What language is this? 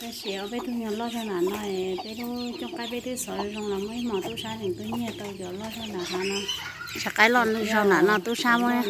Hmong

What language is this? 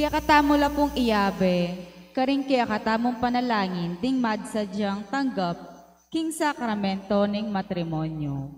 Pampanga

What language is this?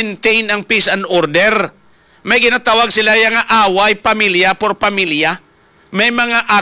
Hiligaynon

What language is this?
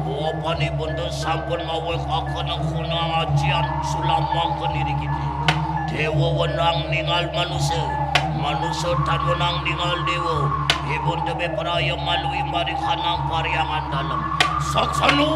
Balinese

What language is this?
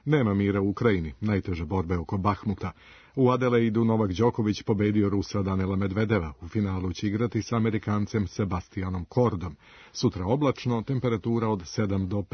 Serbian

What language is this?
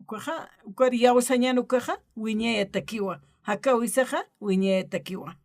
Aymara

